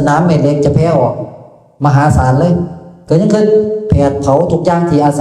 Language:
Northeastern Thai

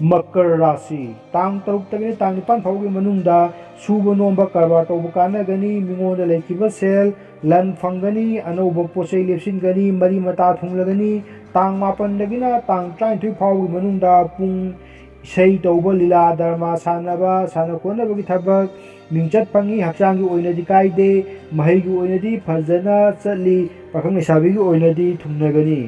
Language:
Manipuri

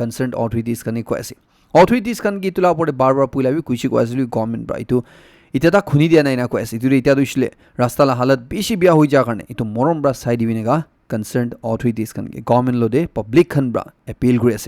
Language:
Naga Pidgin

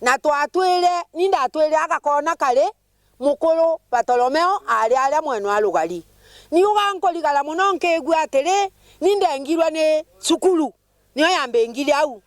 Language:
Meru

